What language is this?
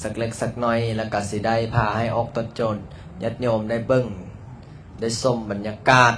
Lao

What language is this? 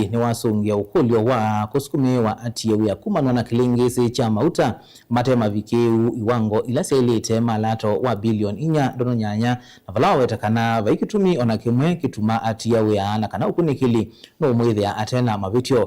Kamba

